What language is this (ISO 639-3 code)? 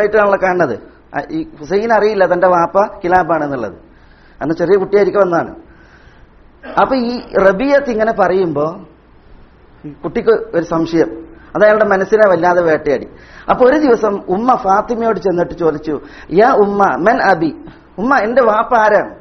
mal